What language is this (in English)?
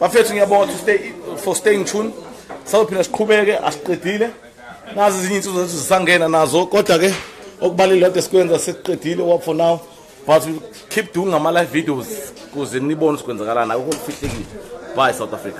Zulu